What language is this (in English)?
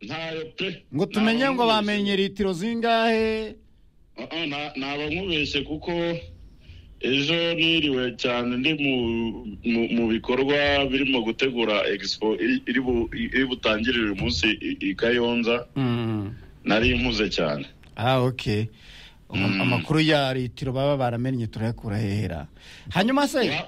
Kinyarwanda